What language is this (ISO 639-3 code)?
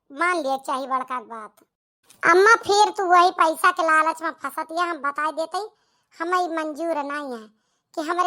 awa